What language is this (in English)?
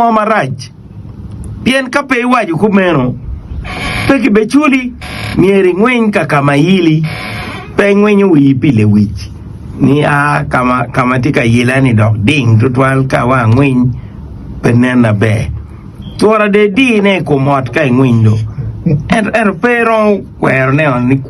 Acoli